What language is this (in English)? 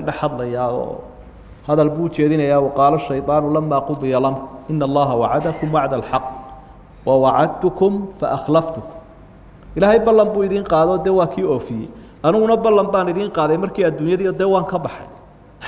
Somali